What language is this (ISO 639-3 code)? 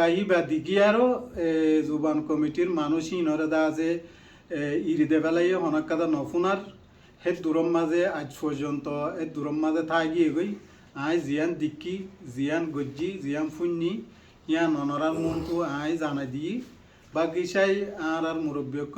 rhg